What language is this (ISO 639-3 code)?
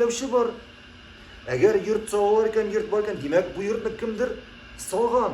tat